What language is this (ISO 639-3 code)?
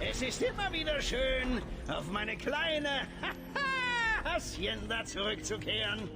bar